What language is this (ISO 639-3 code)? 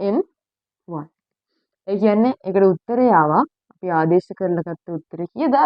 sin